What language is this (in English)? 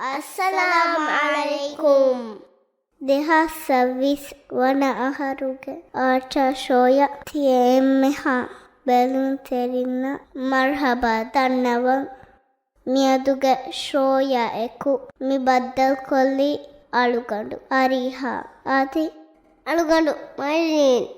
Divehi